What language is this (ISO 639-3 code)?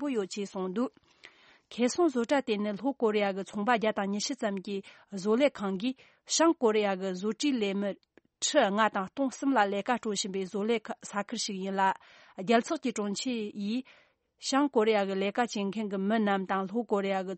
bod